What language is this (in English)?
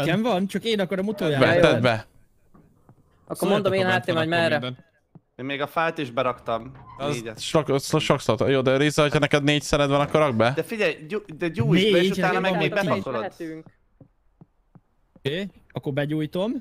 Hungarian